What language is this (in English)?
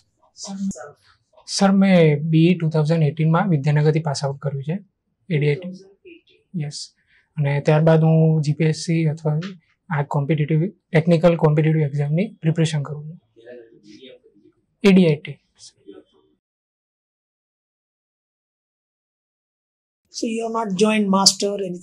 Gujarati